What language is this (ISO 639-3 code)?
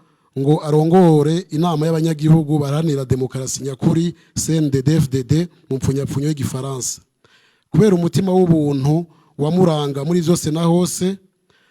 run